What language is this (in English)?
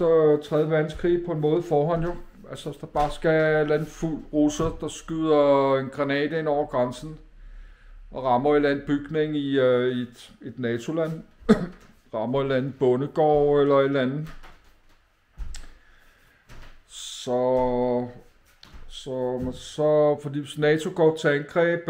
Danish